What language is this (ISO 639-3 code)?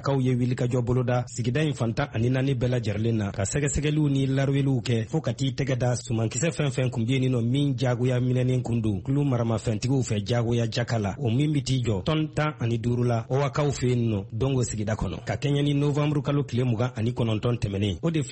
bam